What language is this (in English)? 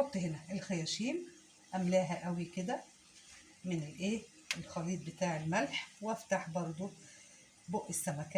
Egyptian Arabic